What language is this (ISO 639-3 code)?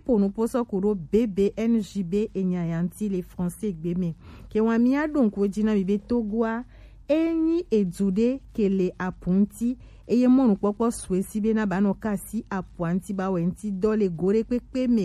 gej